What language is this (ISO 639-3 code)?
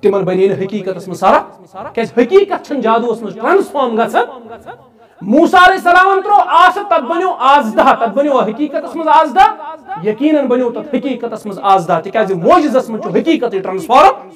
kas